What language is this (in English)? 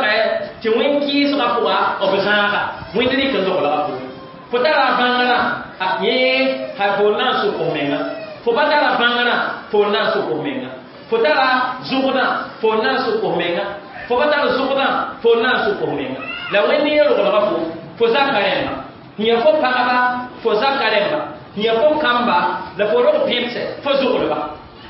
Mossi